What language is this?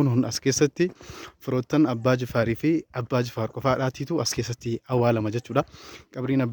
Oromo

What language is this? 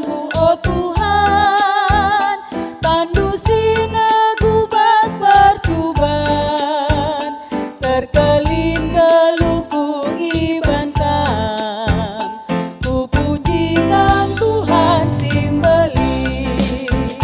Batak Karo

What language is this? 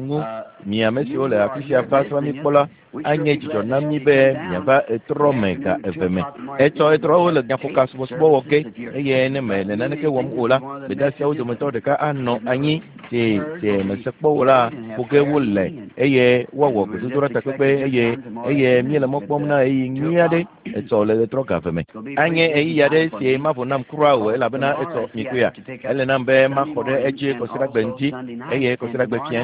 Ewe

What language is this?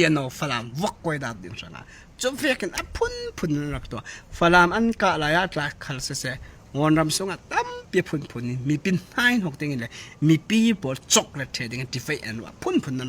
Hakha Chin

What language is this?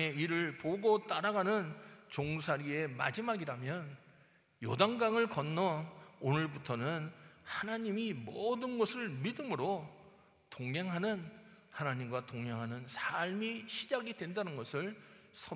Korean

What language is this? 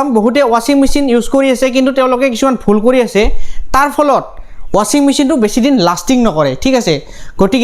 Assamese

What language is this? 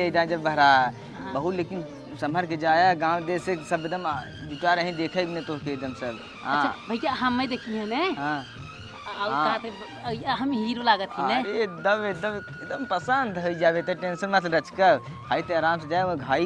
Awadhi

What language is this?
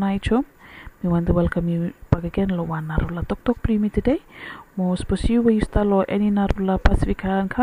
Bislama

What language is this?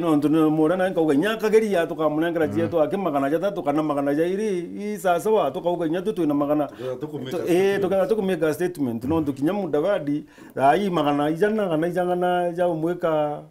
Meru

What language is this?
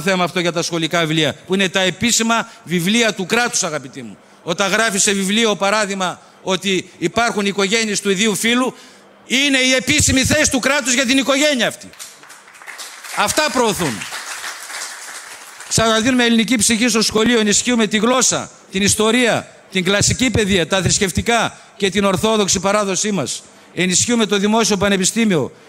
Greek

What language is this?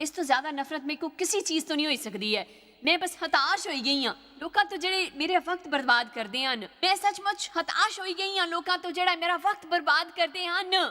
Dogri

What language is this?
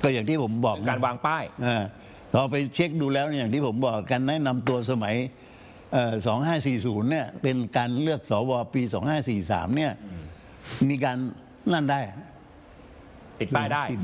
Thai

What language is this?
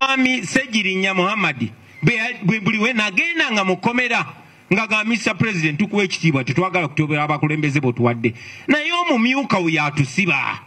Ganda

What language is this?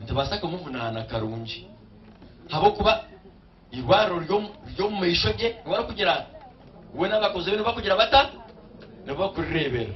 Nyankole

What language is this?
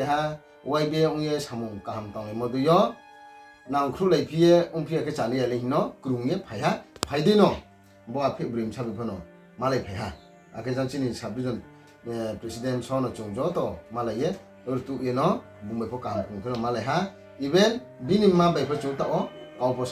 Riang (India)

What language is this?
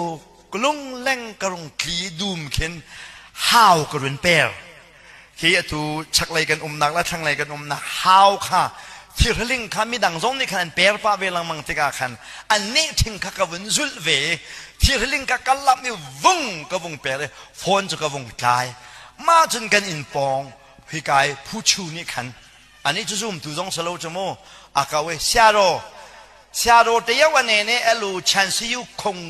Hakha Chin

